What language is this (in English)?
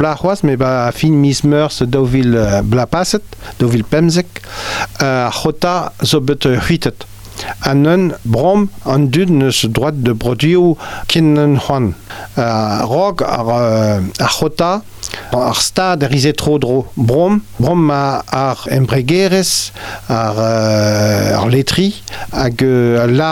Breton